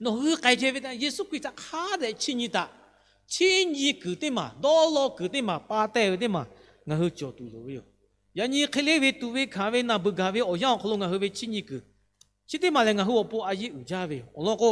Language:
Lahu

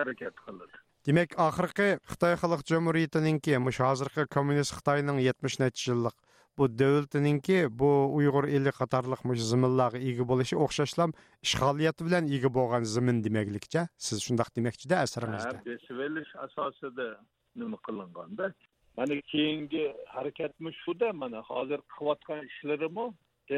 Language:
Uyghur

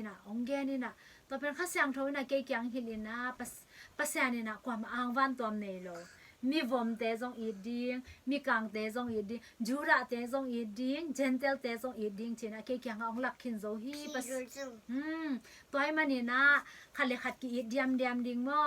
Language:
Tedim Chin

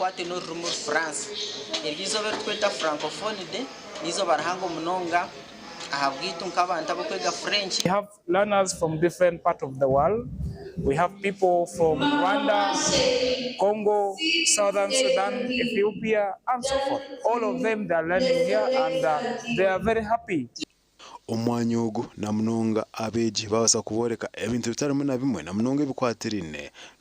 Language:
Nyankole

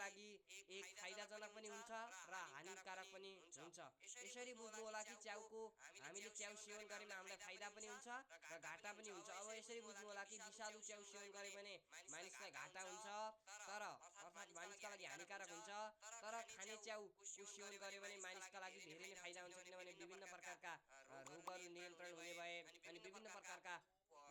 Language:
Nepali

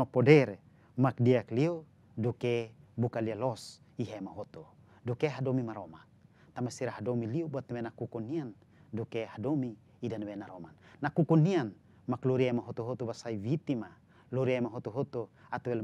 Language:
Tetum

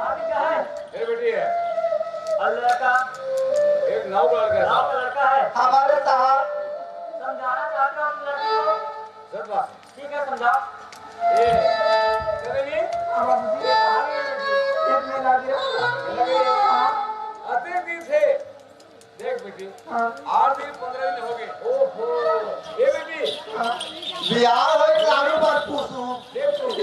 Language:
Chhattisgarhi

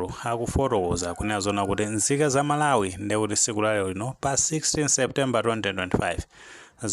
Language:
Nyanja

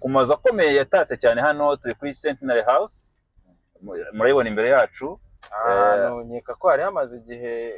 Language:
Kinyarwanda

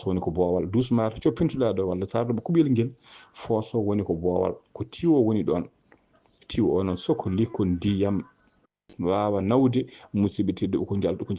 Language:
Fula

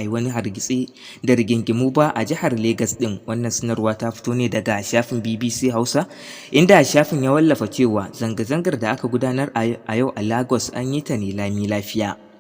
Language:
Hausa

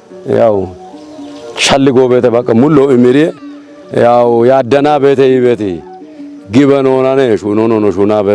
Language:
Kafa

